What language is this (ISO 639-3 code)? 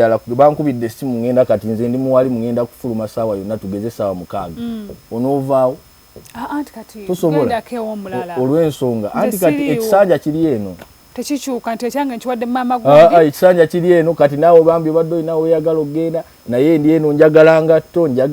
lug